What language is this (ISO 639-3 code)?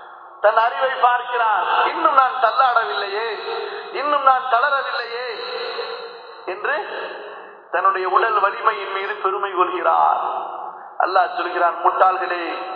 tam